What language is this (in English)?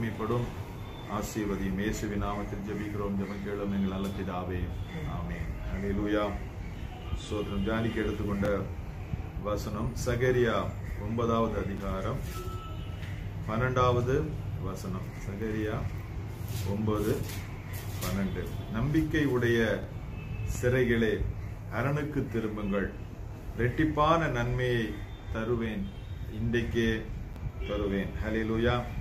Tamil